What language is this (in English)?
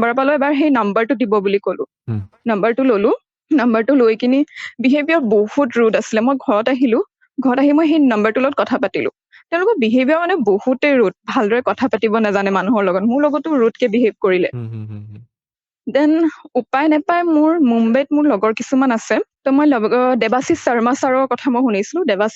Assamese